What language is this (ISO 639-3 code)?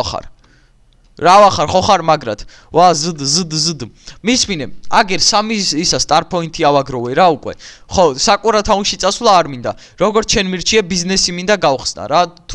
kat